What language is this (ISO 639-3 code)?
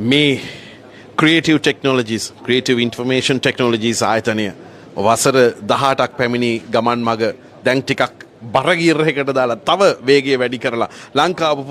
sin